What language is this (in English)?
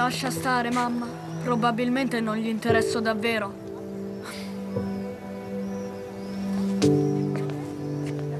Italian